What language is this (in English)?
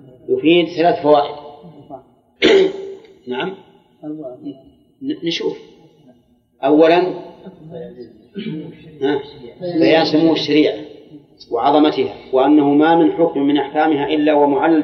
Arabic